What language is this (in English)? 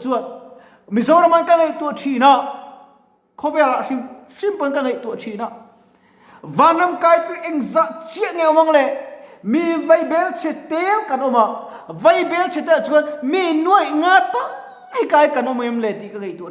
Mizo